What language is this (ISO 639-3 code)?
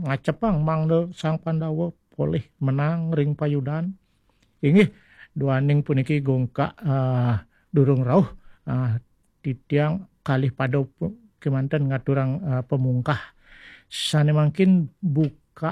ban